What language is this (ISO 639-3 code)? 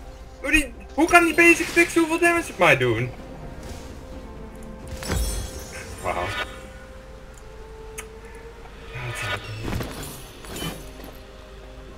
nld